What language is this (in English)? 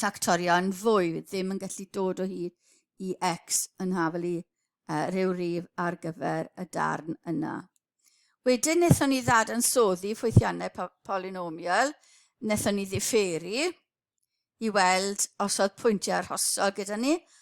Welsh